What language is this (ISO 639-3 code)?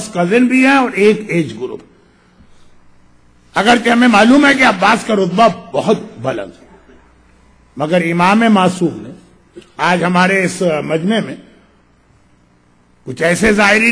urd